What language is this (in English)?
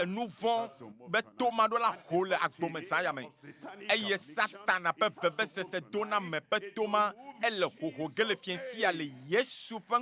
Ewe